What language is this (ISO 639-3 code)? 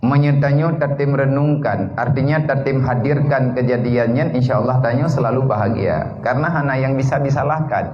ace